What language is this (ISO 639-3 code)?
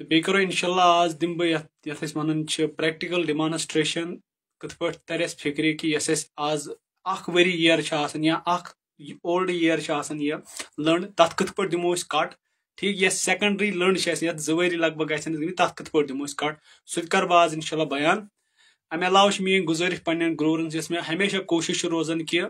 kas